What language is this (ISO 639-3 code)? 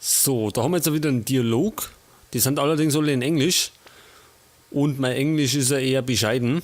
bar